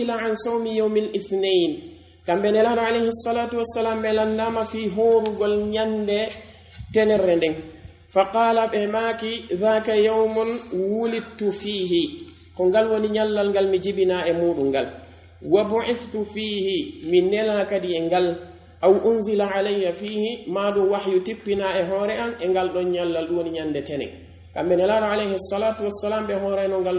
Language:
Pular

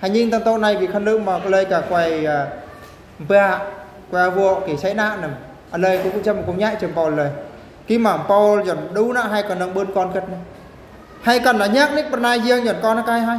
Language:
Eastern Bru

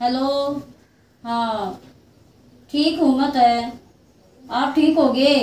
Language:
Haryanvi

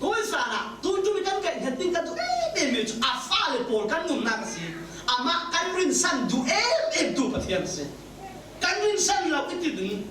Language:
Falam Chin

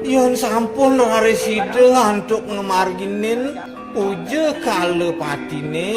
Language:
Balinese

